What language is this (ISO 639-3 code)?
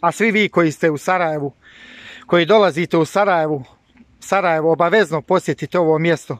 bos